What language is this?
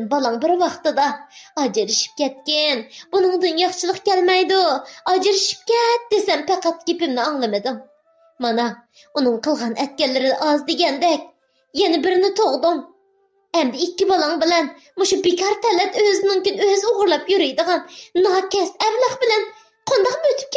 Uyghur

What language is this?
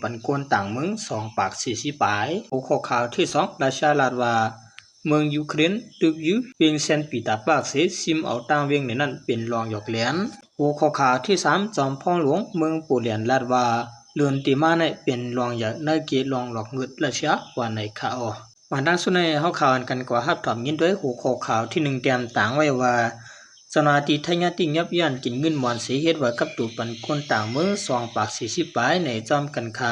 Shan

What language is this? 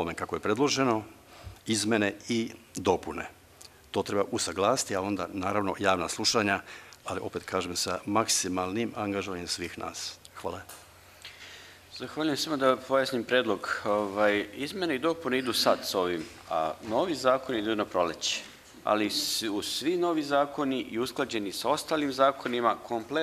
Serbian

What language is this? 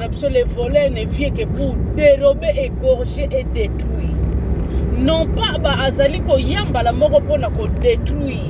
Lingala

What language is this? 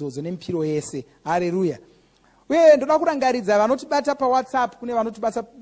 Shona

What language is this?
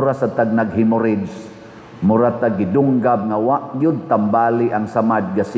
Cebuano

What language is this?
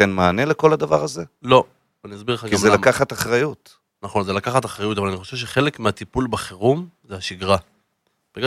Hebrew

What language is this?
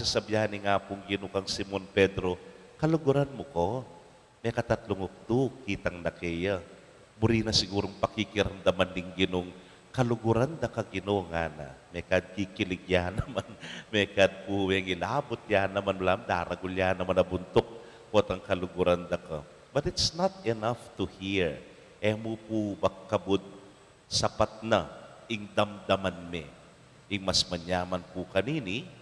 Pampanga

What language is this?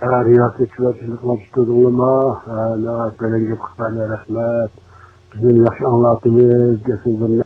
Uyghur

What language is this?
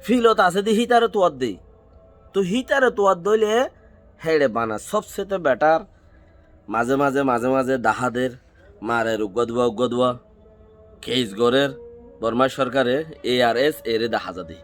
Rohingya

